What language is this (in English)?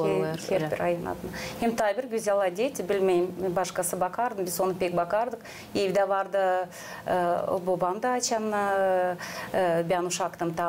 Gagauz